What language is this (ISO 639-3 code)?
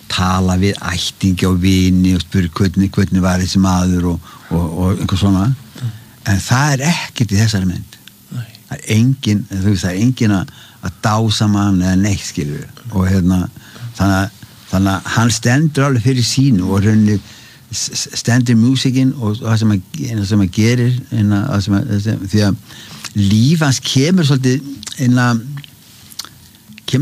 isl